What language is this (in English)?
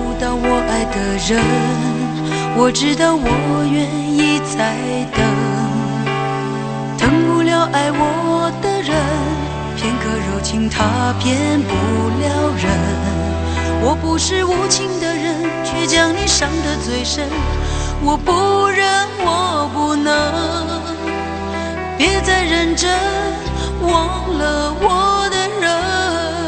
Chinese